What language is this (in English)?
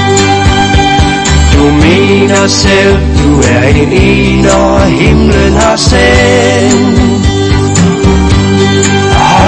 Danish